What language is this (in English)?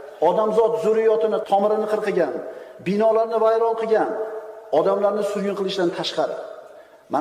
Uzbek